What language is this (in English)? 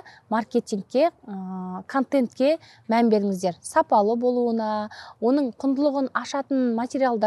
Kazakh